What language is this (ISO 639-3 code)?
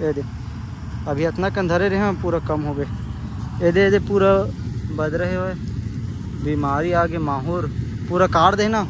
hne